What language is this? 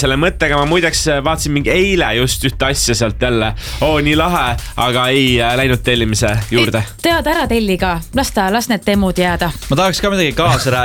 Estonian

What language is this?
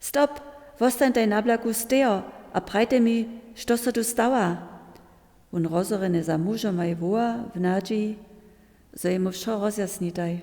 Upper Sorbian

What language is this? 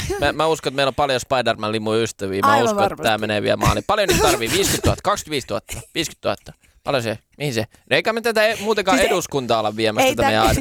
Finnish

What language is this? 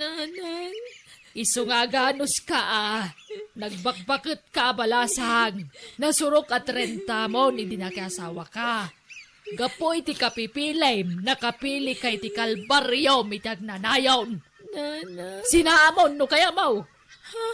Iloko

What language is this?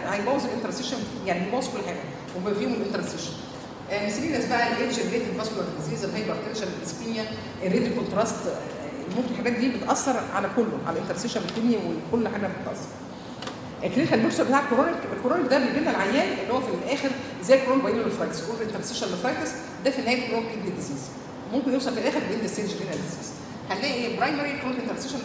Egyptian Arabic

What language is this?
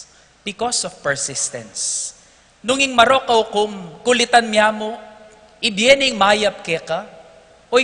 Pampanga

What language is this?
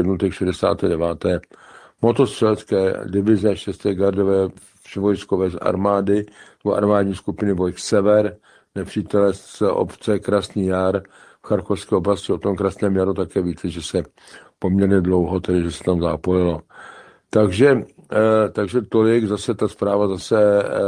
Czech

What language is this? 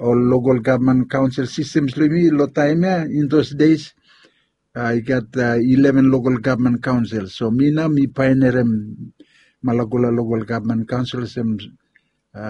Bislama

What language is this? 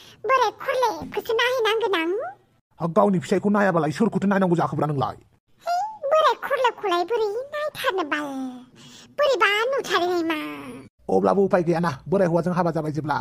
Bodo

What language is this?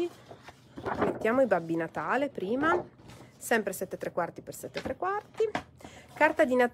Italian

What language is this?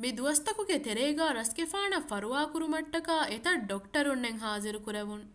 Divehi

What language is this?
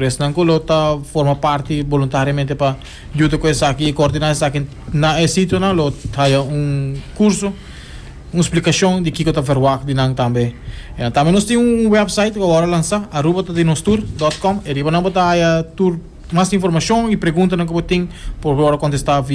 Papiamento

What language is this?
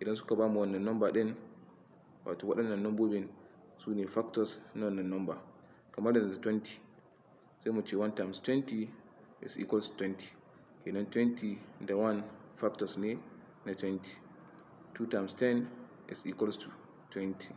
Hausa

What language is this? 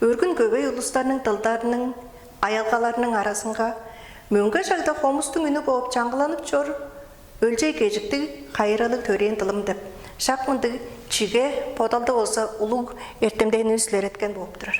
Tuvinian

